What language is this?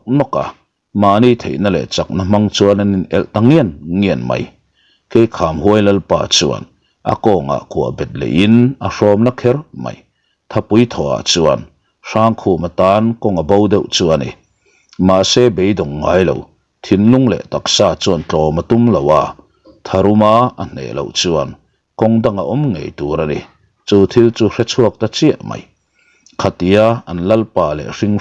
Mizo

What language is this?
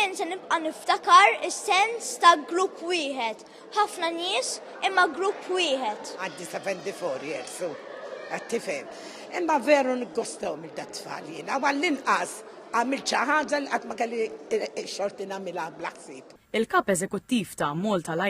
Maltese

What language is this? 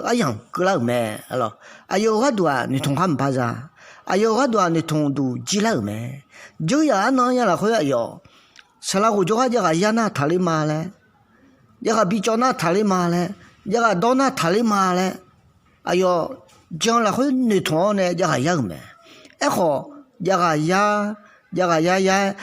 Akha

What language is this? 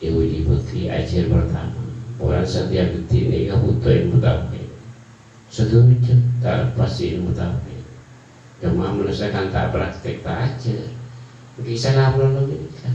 Madurese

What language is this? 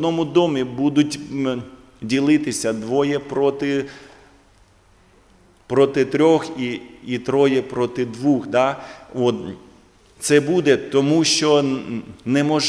Ukrainian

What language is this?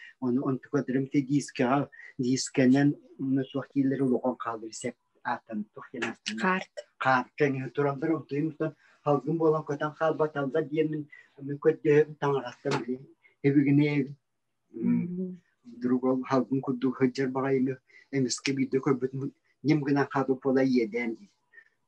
Yakut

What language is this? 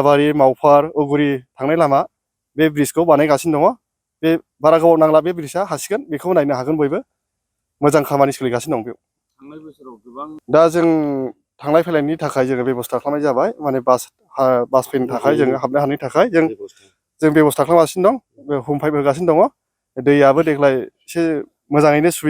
Bodo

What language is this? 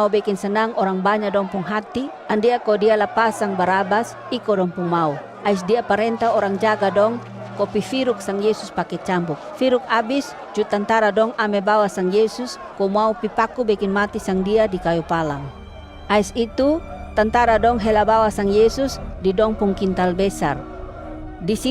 Kupang Malay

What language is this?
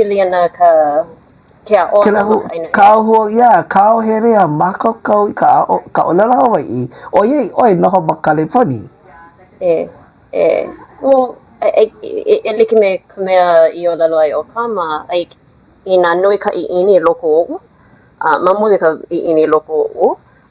Hawaiian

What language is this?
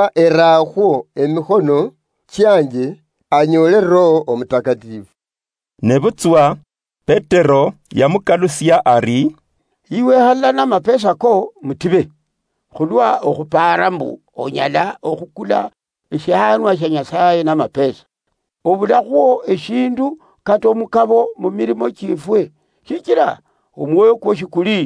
Luyia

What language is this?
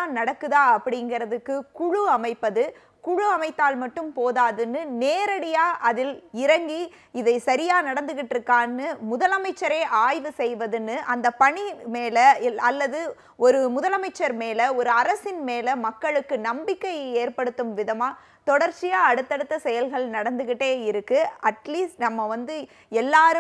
Tamil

